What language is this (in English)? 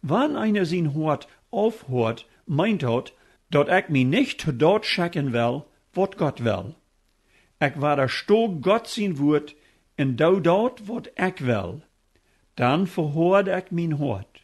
Plautdietsch